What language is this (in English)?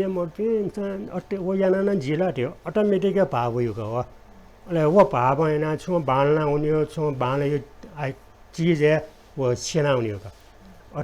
Newari